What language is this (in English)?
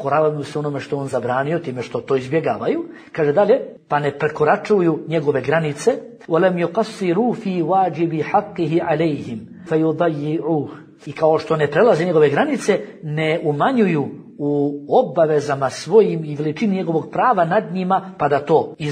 Bosnian